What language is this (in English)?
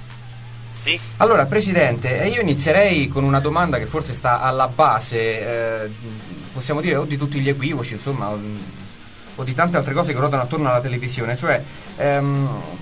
Italian